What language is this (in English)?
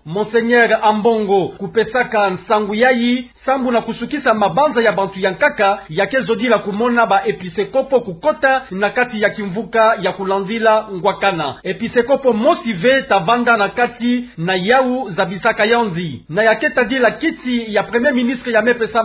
Kituba (Democratic Republic of Congo)